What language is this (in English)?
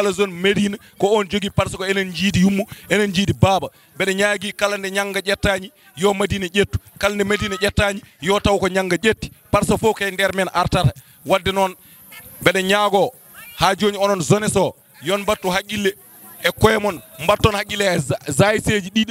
Fula